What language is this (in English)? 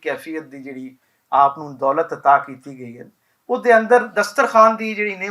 Western Panjabi